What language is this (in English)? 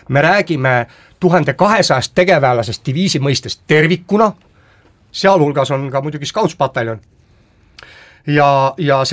Estonian